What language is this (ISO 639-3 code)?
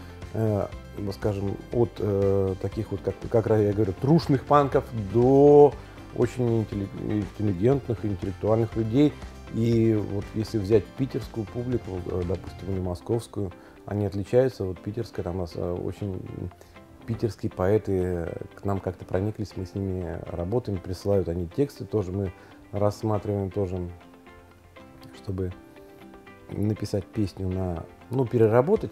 rus